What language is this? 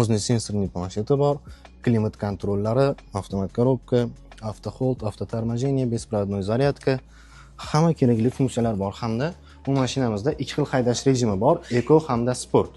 Uzbek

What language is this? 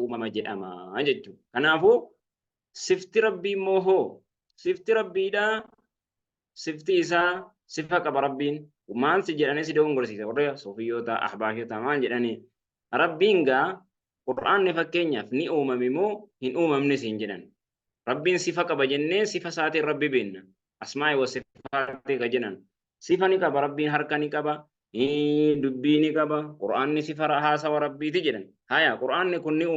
Oromo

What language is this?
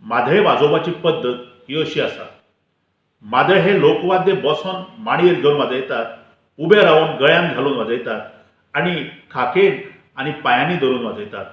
Konkani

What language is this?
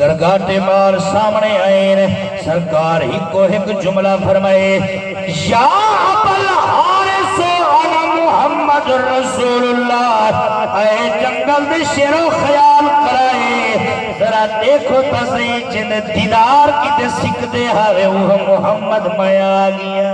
Saraiki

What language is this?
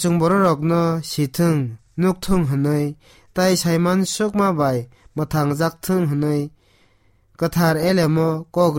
Kok Borok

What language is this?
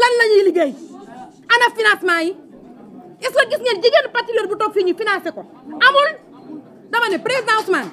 Wolof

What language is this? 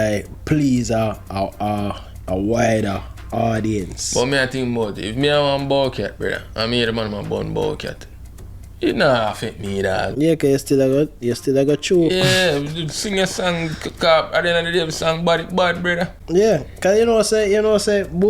Jamaican Creole English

